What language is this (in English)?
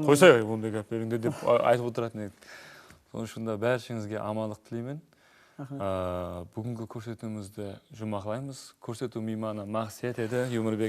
Kara-Kalpak